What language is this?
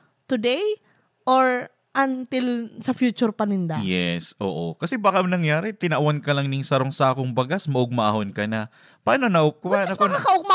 Bikol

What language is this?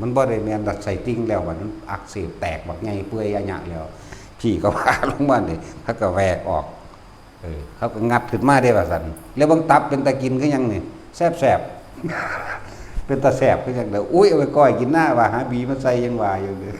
Northeastern Thai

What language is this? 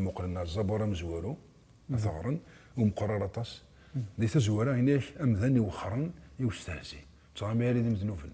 Kabyle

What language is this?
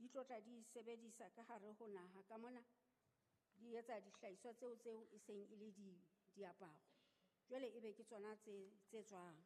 Southern Sotho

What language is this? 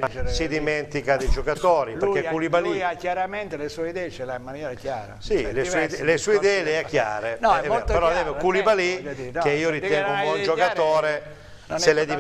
Italian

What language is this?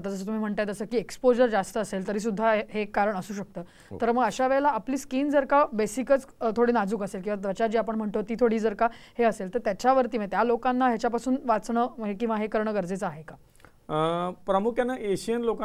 Marathi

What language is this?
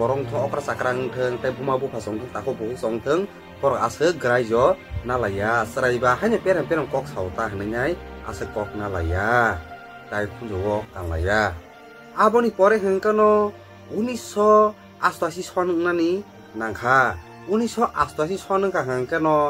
Kok Borok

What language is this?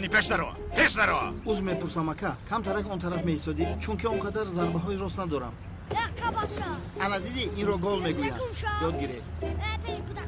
Tajik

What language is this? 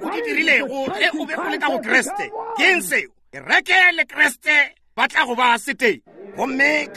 Northern Sotho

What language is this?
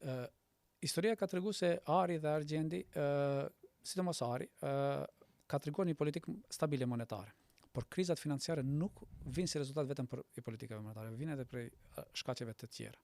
Albanian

